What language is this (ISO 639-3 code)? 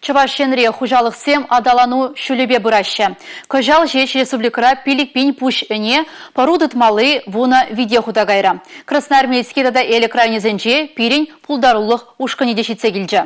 chv